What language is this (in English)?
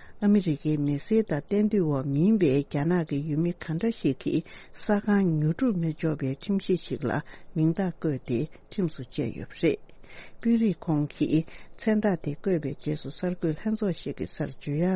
Tibetan